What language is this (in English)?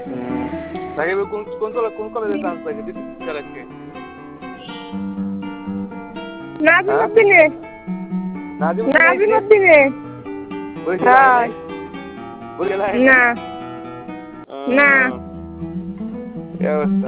Bangla